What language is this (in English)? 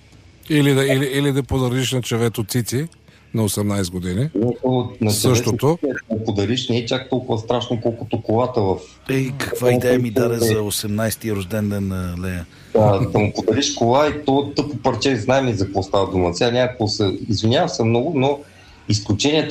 Bulgarian